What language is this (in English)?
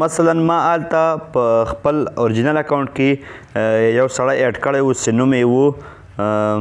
Pashto